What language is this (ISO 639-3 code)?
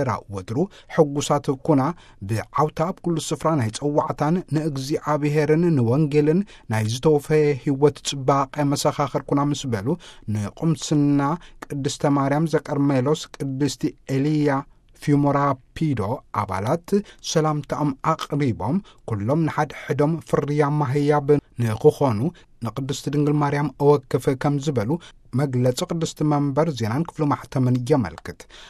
tir